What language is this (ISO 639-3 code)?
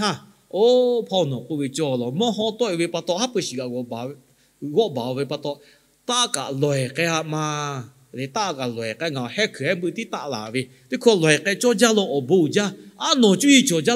lhu